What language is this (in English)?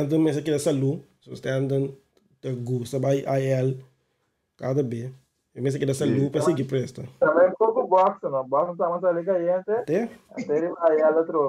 Papiamento